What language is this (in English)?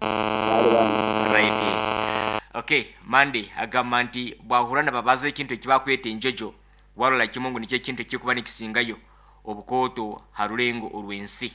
Nyoro